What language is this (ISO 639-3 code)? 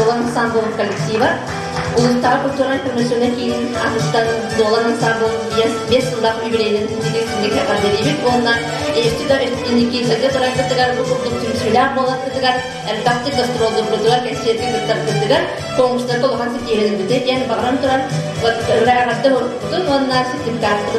sah